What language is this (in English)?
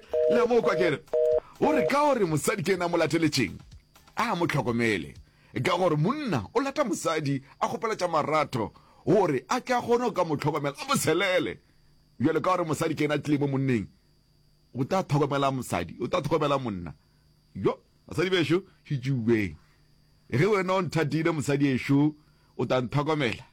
Northern Sotho